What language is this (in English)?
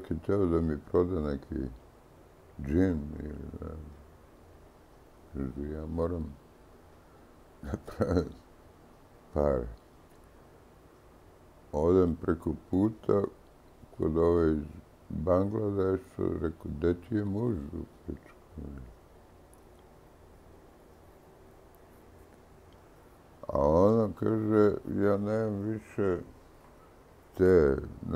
Serbian